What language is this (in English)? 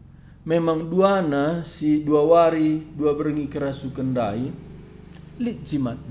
Batak Karo